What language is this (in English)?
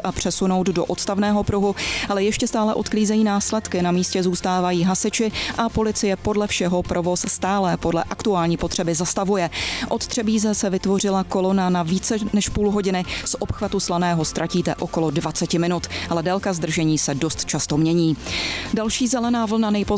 Czech